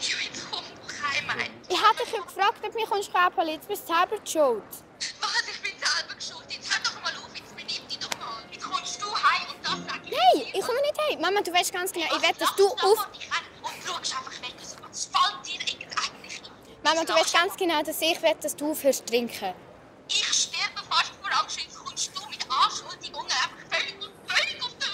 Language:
Swiss German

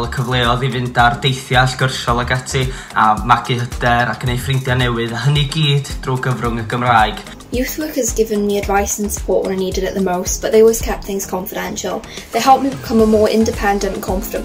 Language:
Welsh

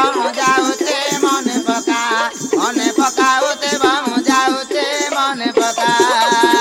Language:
Odia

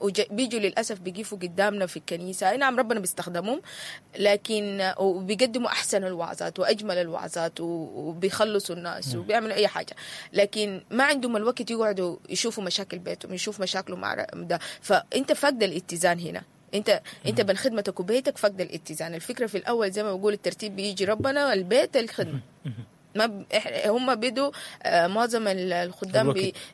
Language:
Sudanese Arabic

